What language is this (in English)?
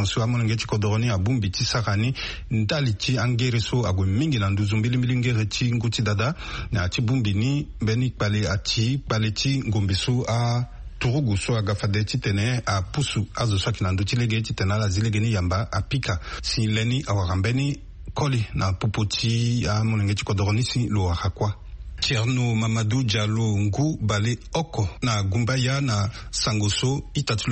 Sango